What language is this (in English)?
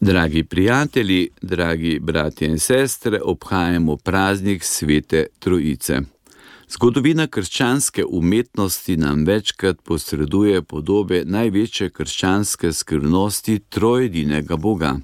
Slovenian